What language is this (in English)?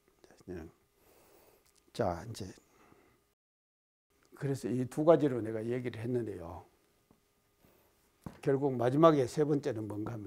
Korean